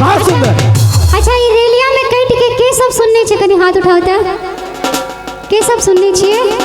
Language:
Maithili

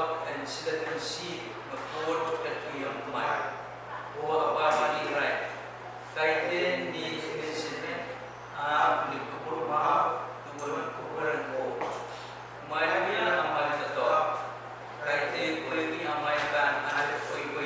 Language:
Pohnpeian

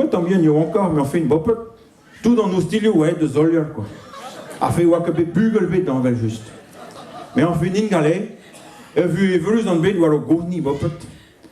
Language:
Breton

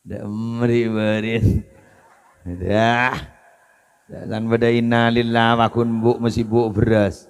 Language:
Madurese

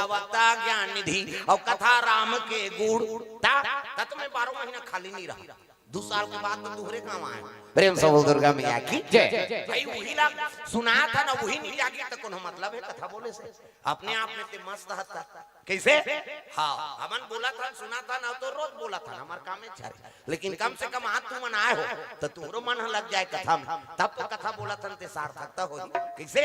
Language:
Chhattisgarhi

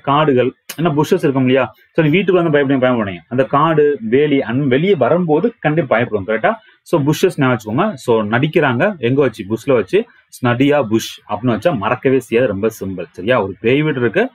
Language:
Tamil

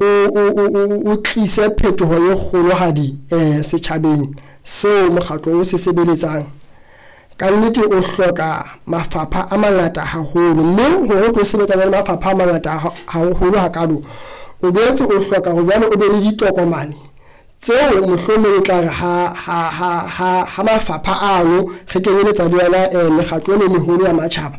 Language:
Southern Sotho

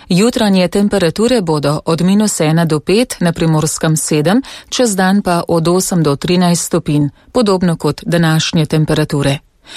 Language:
Slovenian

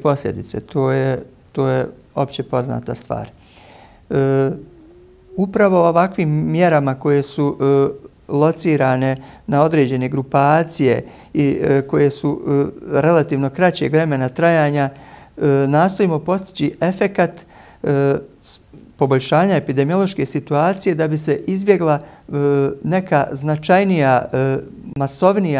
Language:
Bosnian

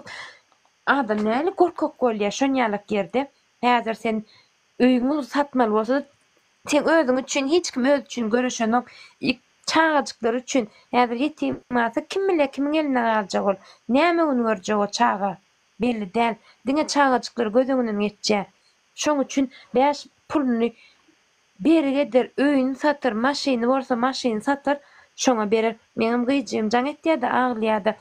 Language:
Turkmen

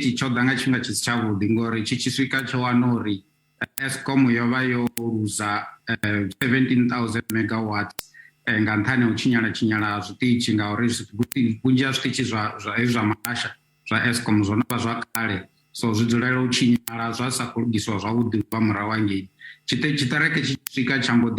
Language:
Venda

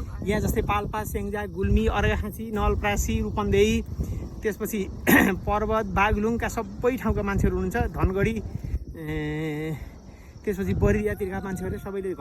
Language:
Nepali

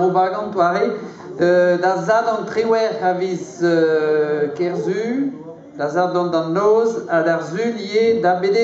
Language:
Breton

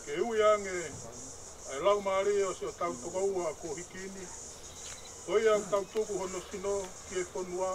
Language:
Tongan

